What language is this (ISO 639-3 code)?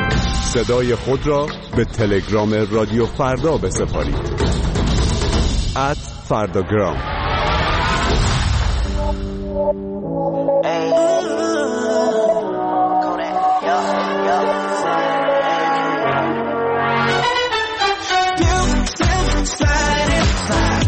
fas